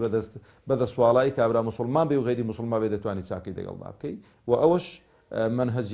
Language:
Central Kurdish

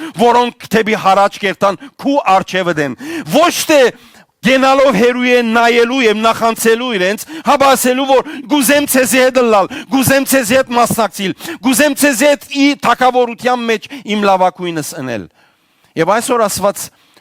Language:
Western Armenian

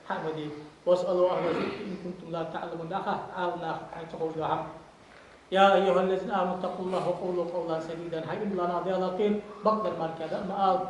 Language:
Ingush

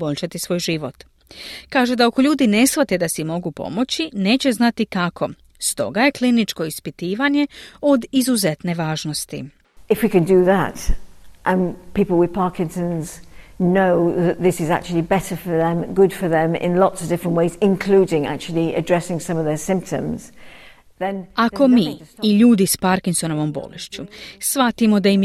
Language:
Croatian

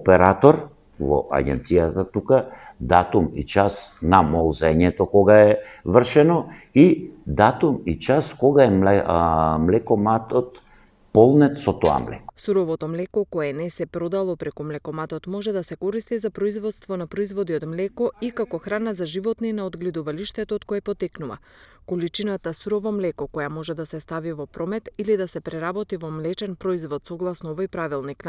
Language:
Macedonian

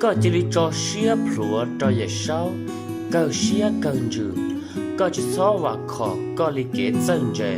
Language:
Hmong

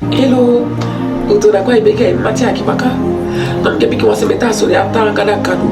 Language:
Saramaccan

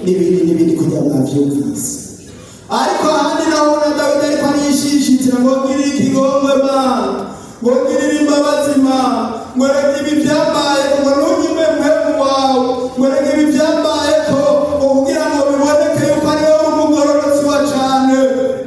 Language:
Rundi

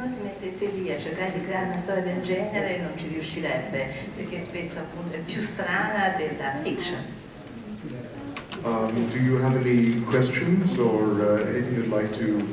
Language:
Italian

